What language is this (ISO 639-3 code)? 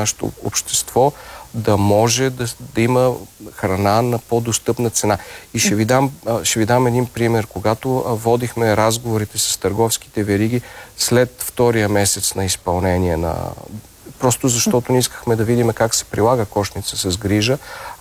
bul